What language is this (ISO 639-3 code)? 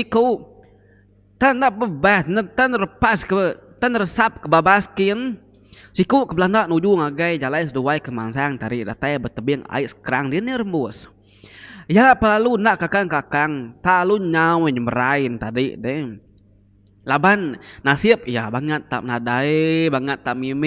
iba